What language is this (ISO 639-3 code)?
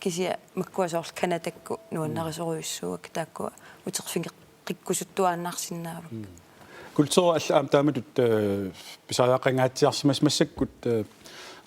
kal